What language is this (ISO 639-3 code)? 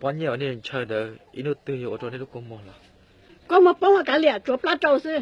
hmn